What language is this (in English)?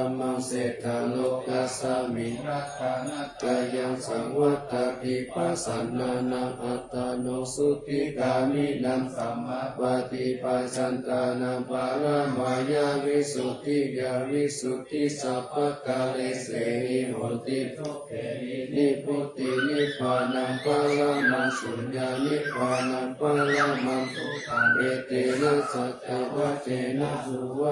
Pali